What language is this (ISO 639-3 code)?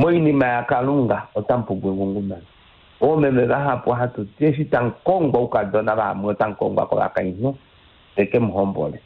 kua